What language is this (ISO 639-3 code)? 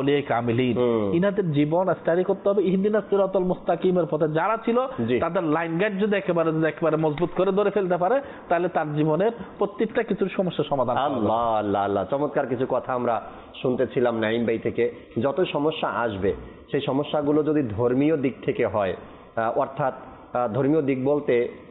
ben